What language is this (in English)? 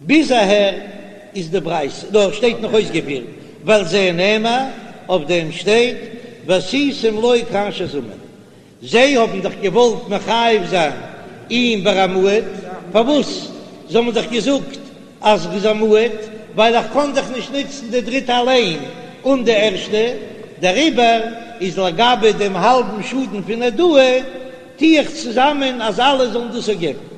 Yiddish